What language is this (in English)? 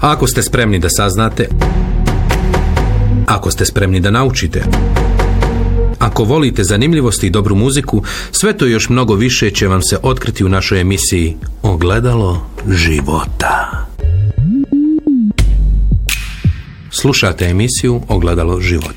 Bosnian